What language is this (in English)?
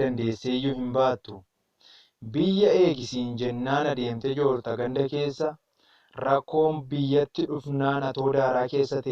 Oromo